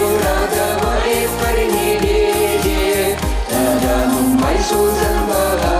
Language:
Chuvash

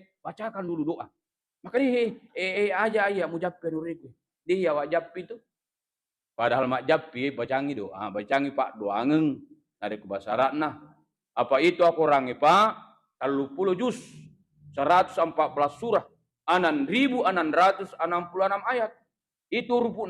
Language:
Buginese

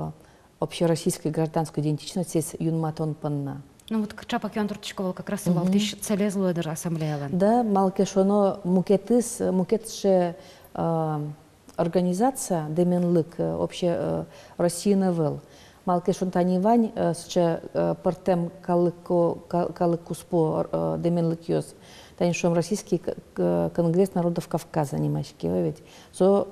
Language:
Udmurt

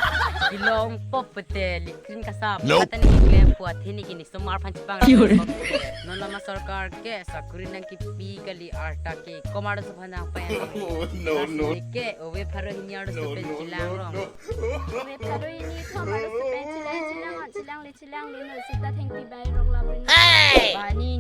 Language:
Karbi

